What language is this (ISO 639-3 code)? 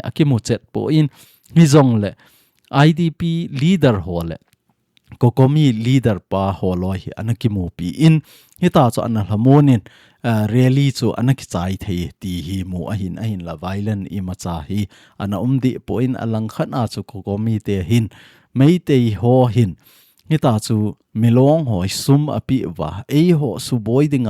tcz